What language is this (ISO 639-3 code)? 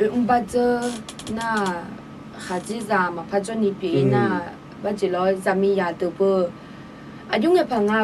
ahk